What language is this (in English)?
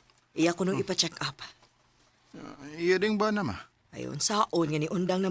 Cebuano